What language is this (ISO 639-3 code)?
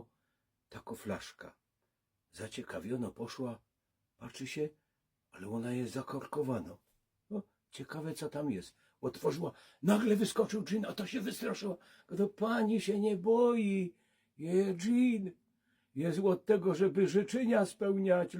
szl